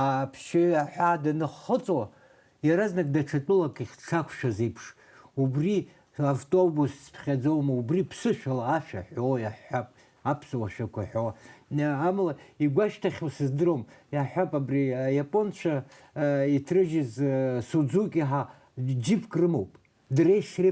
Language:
Abkhazian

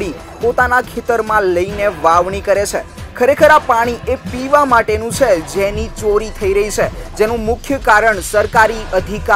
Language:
Gujarati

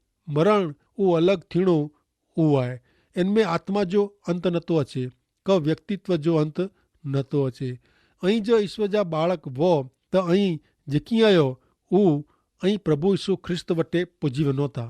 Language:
Kachhi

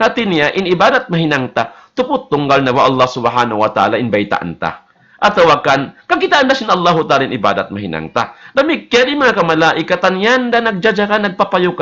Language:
Tausug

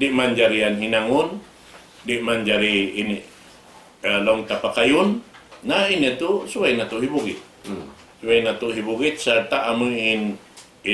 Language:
Tausug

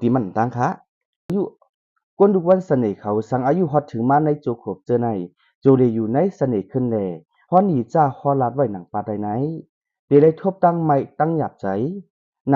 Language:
Shan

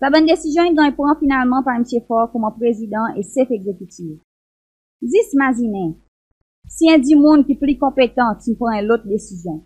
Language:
Seselwa Creole French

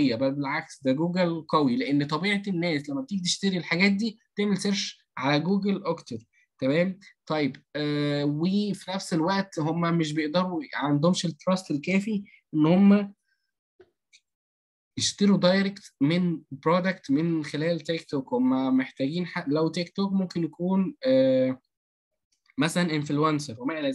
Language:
Egyptian Arabic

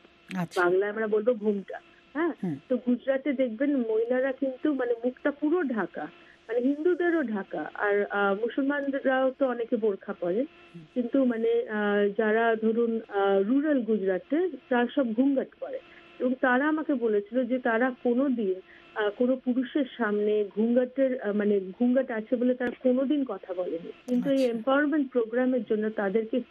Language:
Bangla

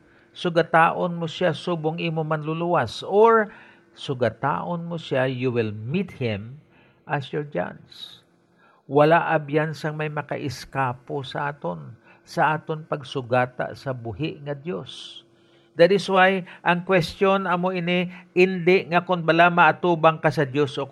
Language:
Hiligaynon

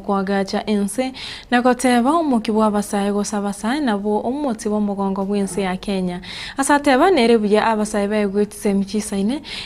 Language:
Gusii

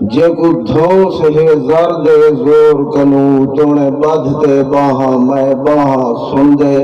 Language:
Saraiki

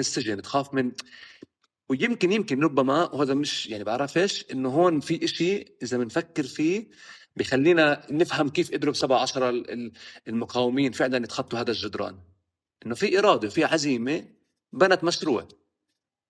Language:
North Levantine Arabic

